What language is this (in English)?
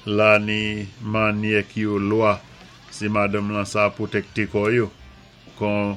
Saint Lucian Creole French